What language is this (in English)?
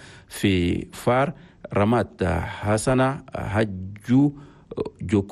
Chadian Arabic